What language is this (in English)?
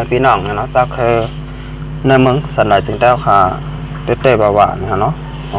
Shan